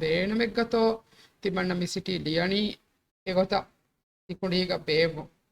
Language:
Divehi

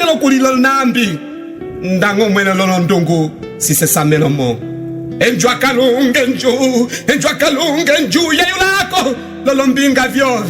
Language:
Umbundu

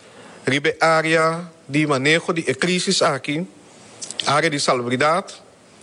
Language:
Papiamento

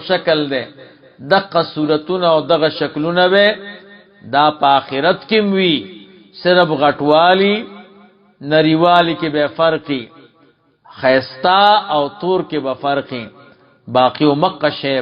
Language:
Pashto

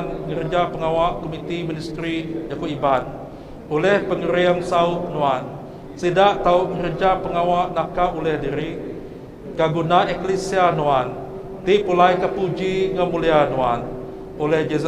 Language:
Iban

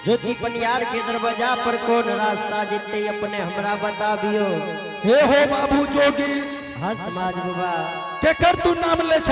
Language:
Angika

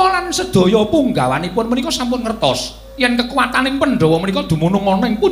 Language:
Javanese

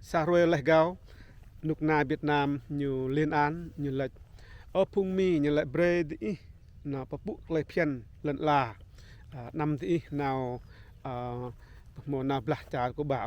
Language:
Rade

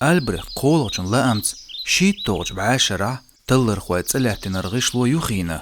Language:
Chechen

